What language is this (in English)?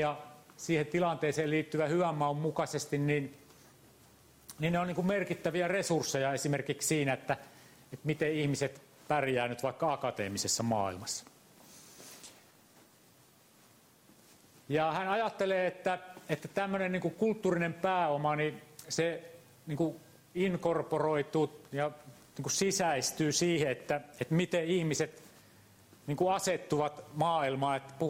Finnish